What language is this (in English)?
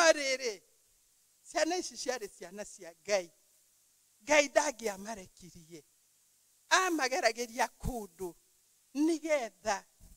Kikuyu